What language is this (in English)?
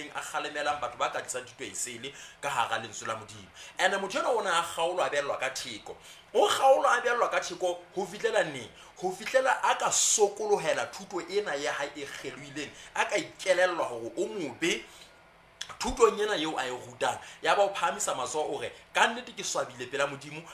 Southern Sotho